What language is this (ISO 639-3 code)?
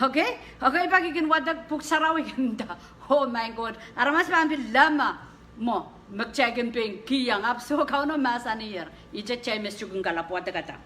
pon